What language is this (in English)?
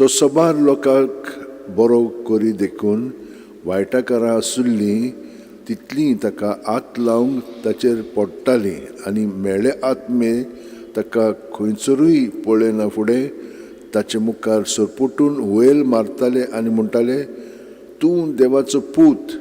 Konkani